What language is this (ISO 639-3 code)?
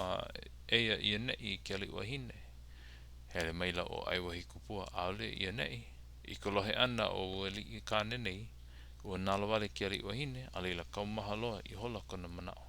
haw